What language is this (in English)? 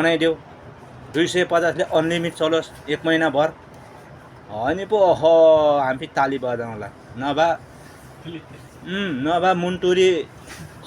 Nepali